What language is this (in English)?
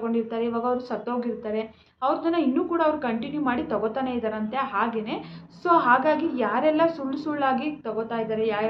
Kannada